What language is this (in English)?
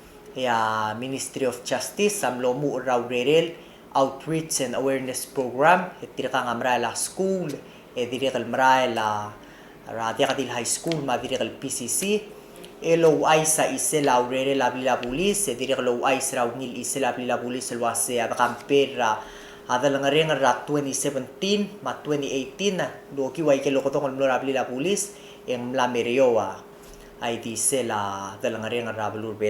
Palauan